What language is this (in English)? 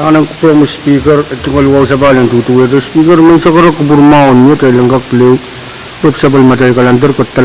Pohnpeian